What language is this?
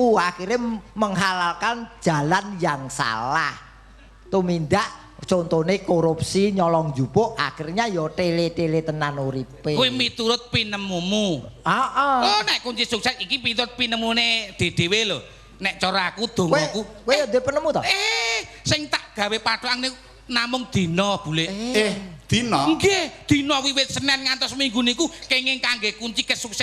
Javanese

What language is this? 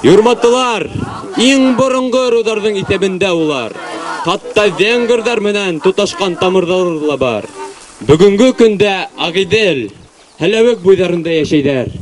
Bashkir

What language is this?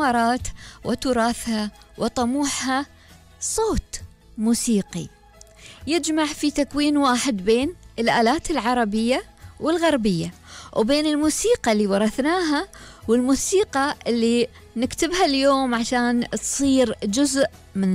Gulf Arabic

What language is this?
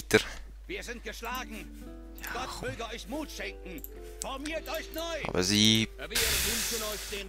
Swiss German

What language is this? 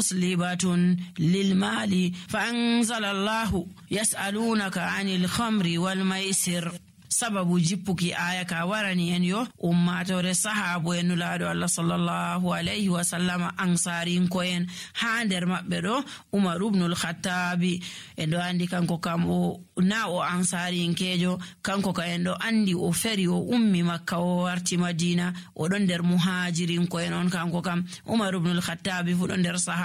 Nigerian Fulfulde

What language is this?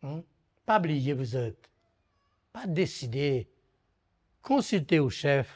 Morisyen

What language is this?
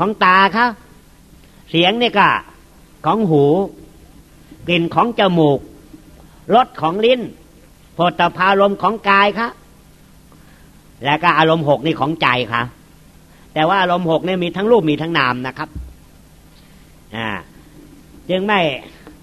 Thai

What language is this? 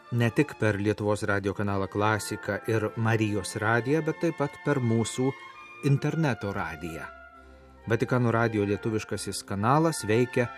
Lithuanian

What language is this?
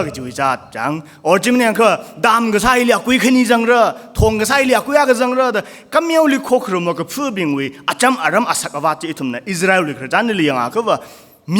Tangkhul Naga (India)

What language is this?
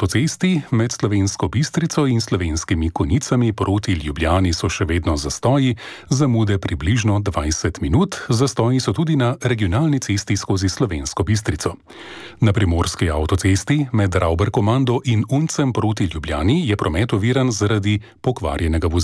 Slovenian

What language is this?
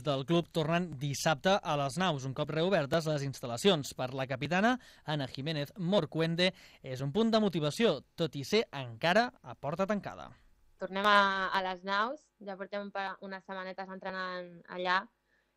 Catalan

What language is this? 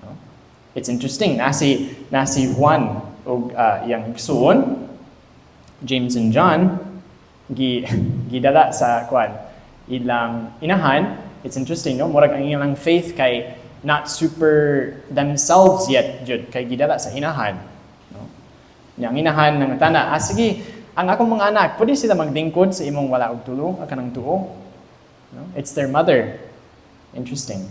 Cebuano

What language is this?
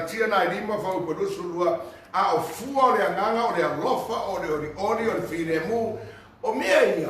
Samoan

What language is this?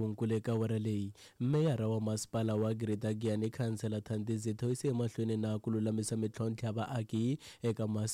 Tsonga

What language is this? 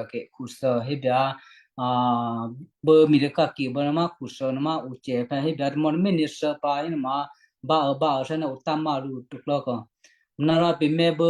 Western Kayah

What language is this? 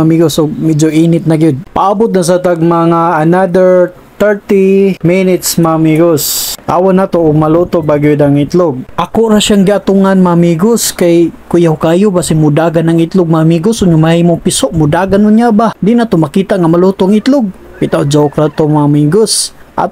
Cebuano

